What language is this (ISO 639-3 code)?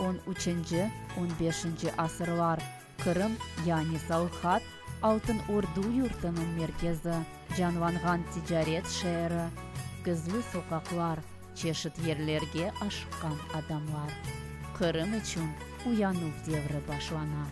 crh